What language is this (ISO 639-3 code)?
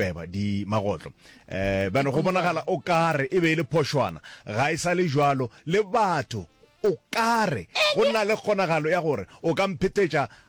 nso